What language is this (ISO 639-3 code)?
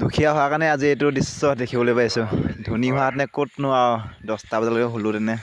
asm